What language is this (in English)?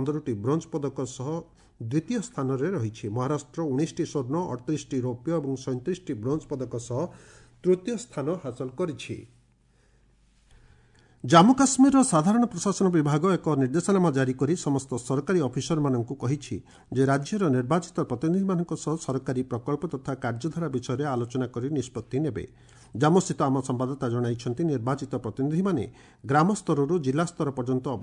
Odia